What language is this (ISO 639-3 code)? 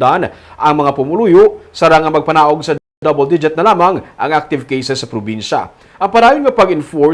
hil